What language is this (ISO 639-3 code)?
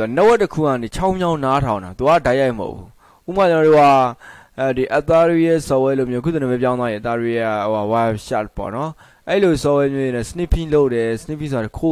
mya